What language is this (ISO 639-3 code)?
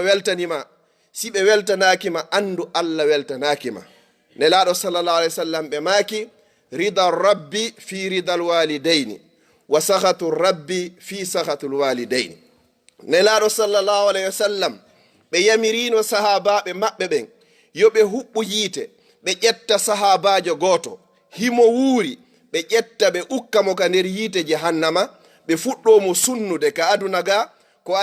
ful